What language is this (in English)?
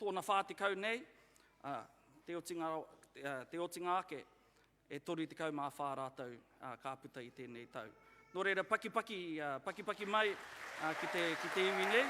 Māori